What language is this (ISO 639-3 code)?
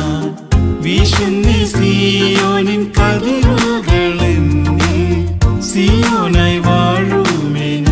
mal